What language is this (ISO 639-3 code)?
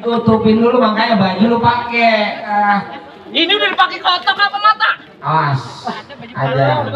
bew